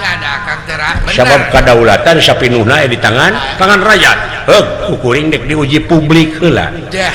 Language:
Sundanese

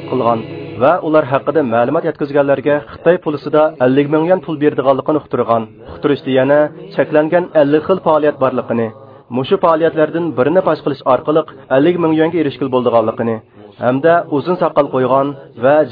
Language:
Uyghur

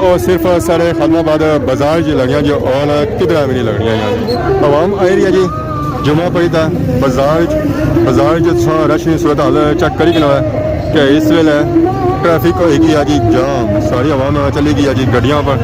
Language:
Pahari-Potwari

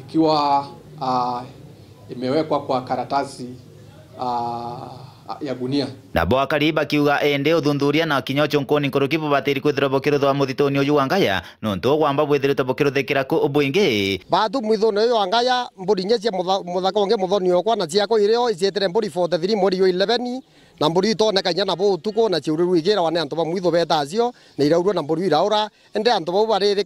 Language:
Meru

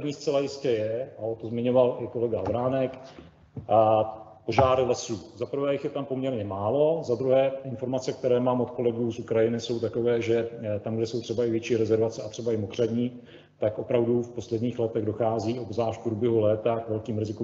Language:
Czech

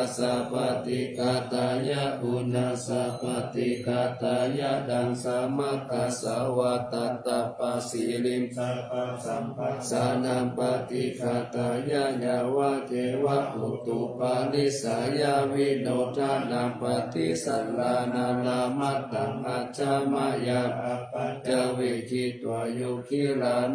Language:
Pali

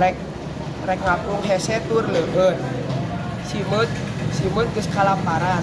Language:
Sundanese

